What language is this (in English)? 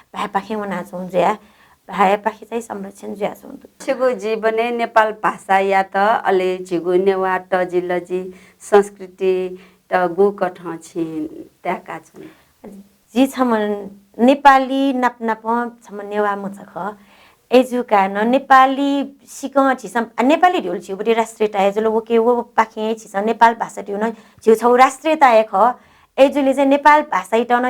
Newari